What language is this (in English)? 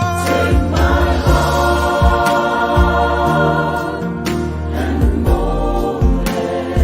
Samoan